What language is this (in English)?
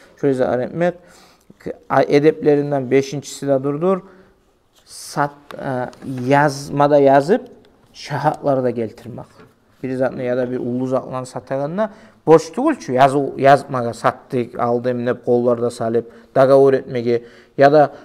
Kumyk